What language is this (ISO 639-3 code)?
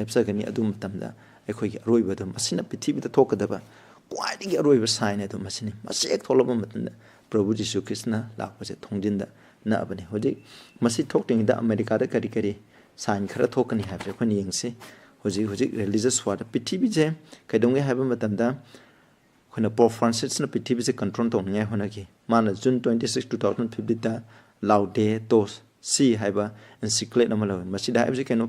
mni